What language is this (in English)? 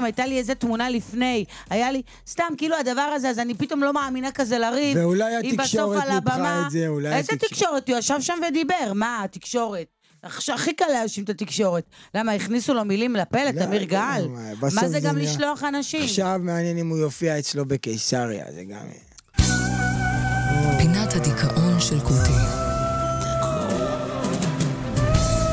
Hebrew